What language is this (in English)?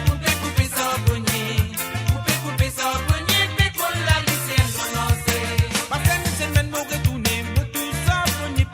Morisyen